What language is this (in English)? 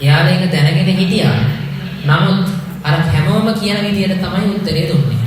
Sinhala